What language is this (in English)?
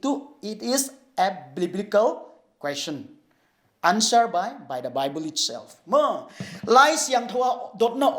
Paite Chin